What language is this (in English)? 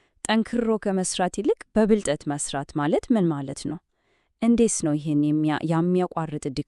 Amharic